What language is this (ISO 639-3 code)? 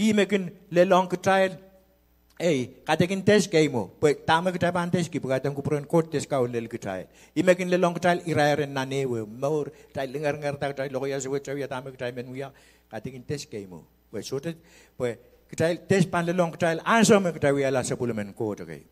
pon